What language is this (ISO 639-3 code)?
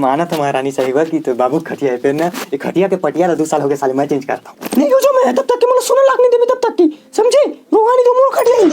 hne